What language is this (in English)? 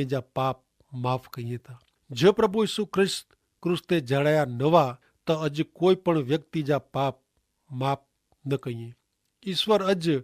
Kachhi